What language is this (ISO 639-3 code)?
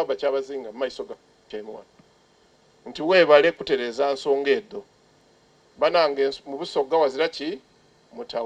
xog